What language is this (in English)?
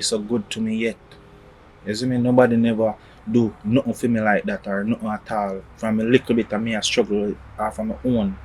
Jamaican Creole English